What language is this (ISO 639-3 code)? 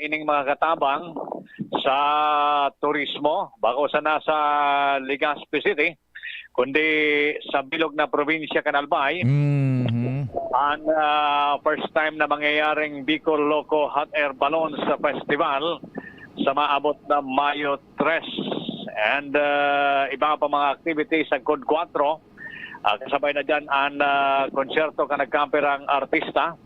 bik